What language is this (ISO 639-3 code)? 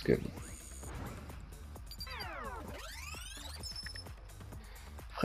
deu